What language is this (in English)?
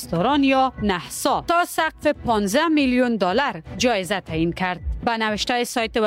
Persian